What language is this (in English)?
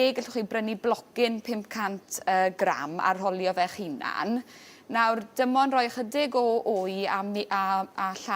Welsh